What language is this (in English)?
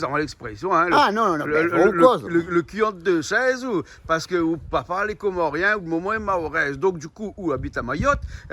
Réunion Creole French